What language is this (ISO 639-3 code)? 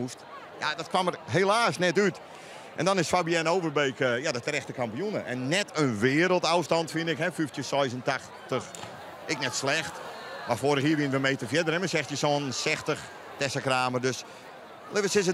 fry